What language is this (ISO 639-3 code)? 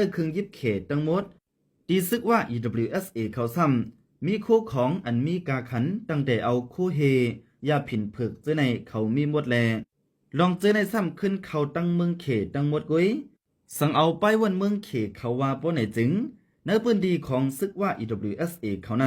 shn